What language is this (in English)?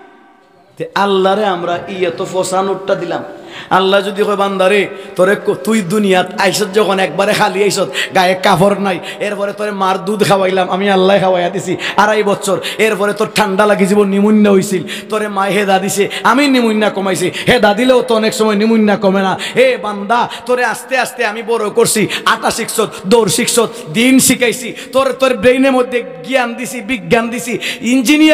Sylheti